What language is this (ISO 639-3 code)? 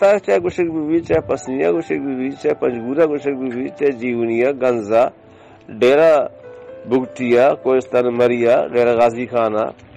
bal